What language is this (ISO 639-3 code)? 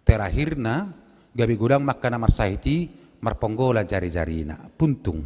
bbc